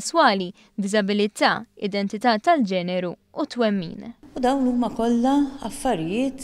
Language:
Maltese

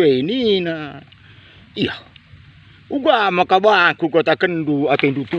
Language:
Batak Karo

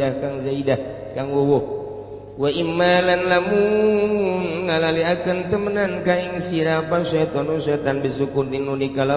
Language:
Sundanese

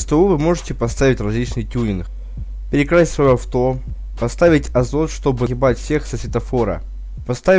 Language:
Russian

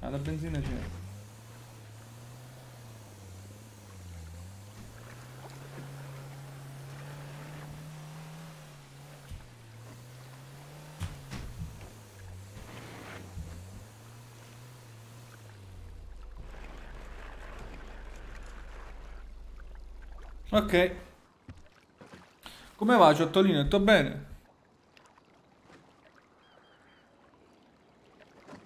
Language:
Italian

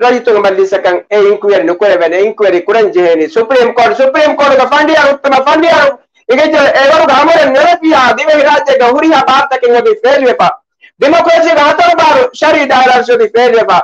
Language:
Divehi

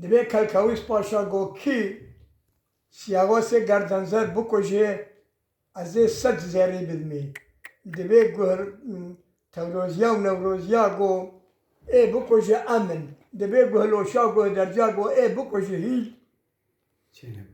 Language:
Kurdish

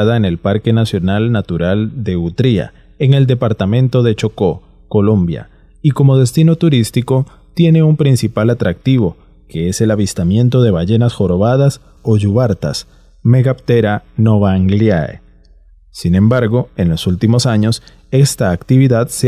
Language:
Spanish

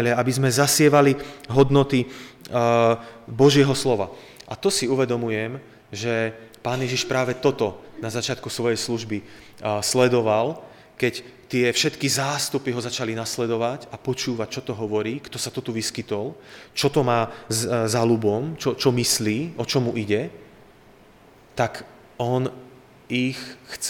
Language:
Slovak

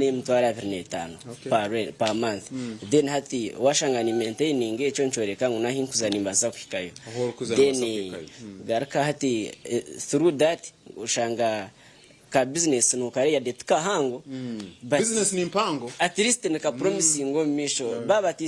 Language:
Nyankole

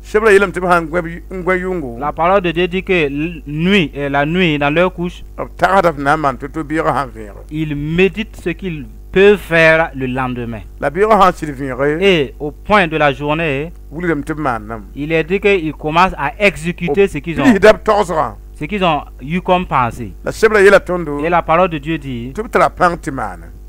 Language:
Mossi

